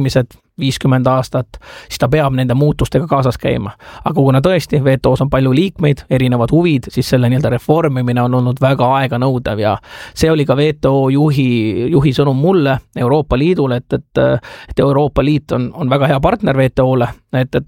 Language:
Estonian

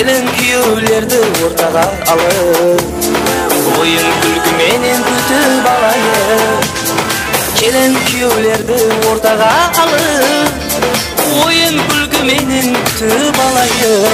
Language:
Kara-Kalpak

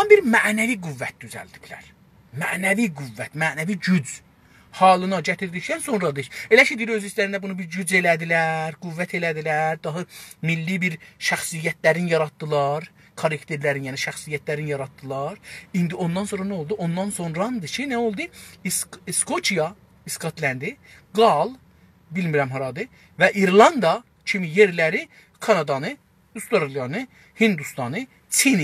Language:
South Azerbaijani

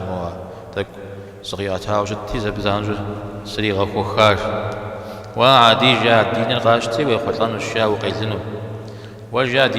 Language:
Kabardian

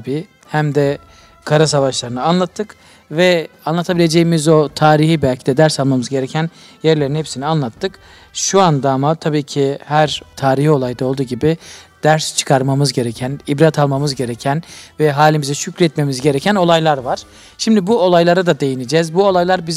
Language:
Turkish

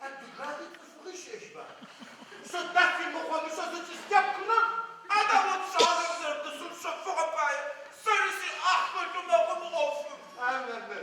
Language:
Adyghe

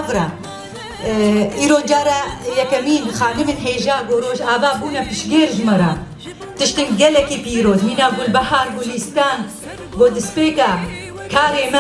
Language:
Kurdish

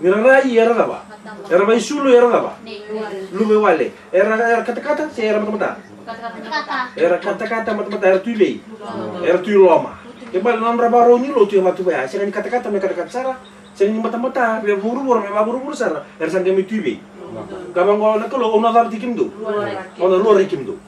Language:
Fijian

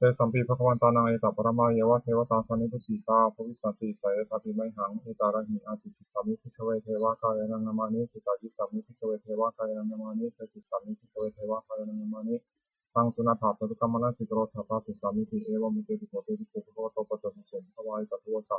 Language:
Pali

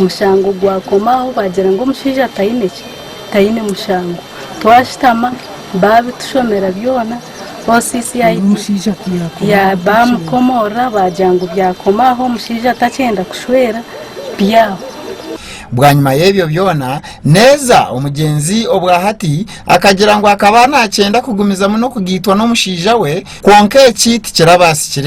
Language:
Nyankole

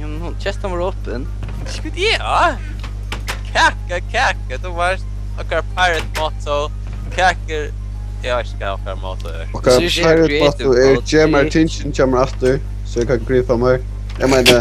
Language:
Faroese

